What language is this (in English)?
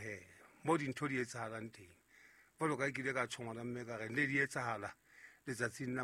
Southern Sotho